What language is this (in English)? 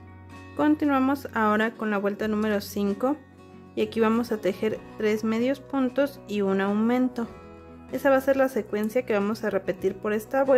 Spanish